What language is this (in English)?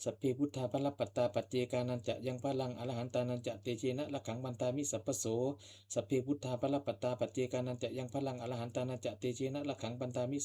Pali